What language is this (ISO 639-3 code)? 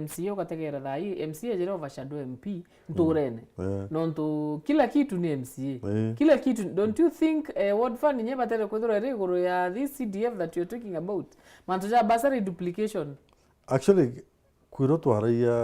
mer